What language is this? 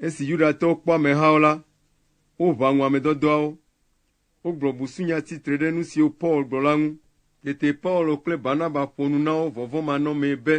Ewe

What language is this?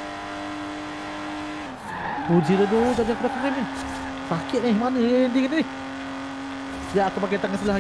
Malay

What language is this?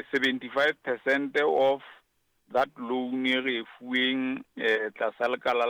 Southern Sotho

